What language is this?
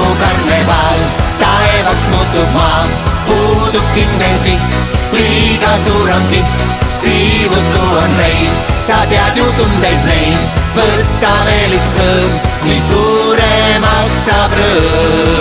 Estonian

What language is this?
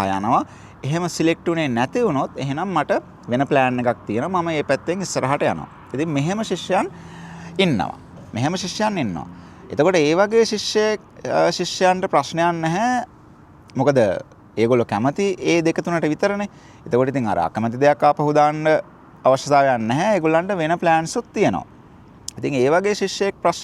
Sinhala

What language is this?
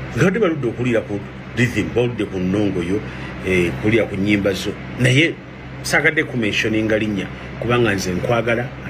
Ganda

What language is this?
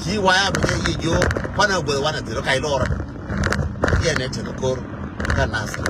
Nuer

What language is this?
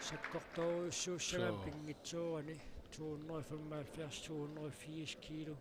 Kalaallisut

